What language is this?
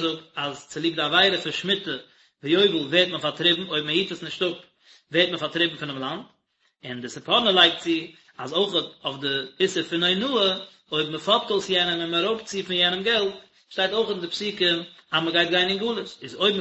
Yiddish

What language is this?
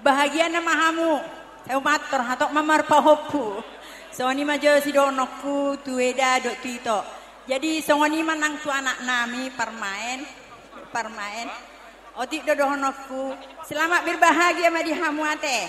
Batak Toba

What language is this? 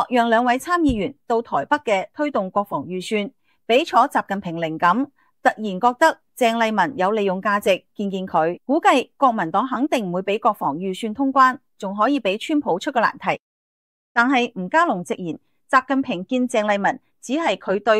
Cantonese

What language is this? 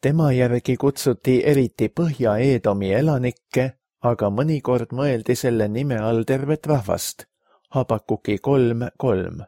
Estonian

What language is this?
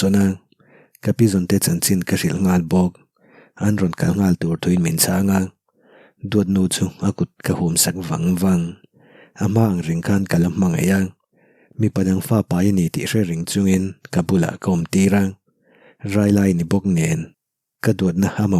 Mizo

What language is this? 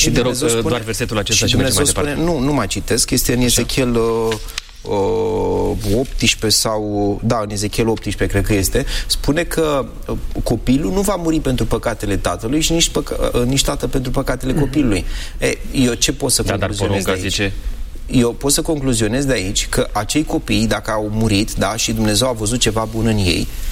Romanian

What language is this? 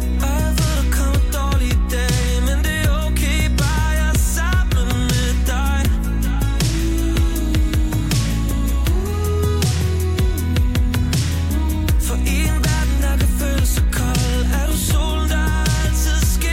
Danish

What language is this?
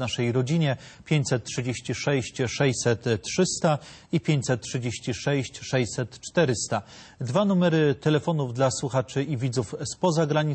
Polish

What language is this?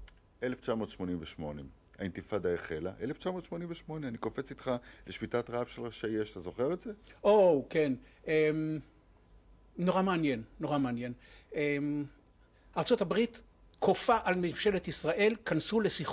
Hebrew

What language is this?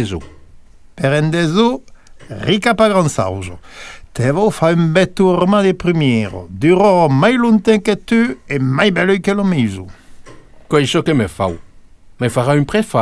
Occitan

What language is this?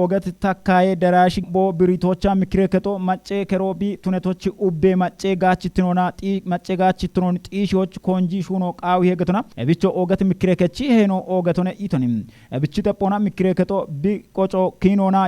Kafa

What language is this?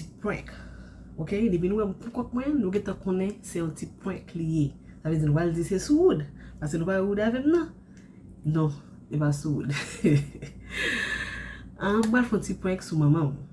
Haitian Creole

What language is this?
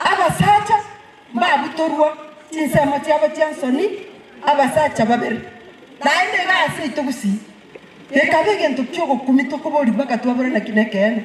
Gusii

